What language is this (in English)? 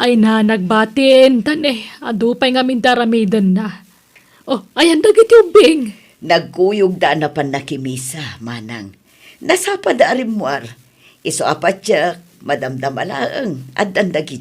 Iloko